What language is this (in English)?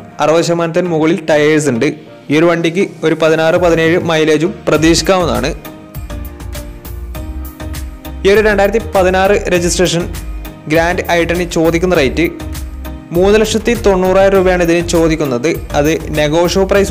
Malayalam